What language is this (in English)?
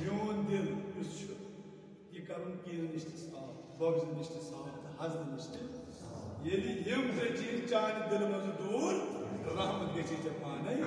Kashmiri